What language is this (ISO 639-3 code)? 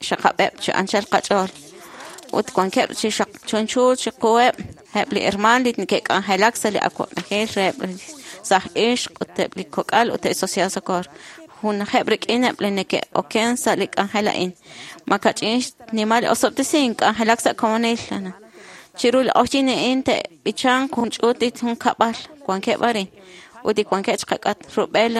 kek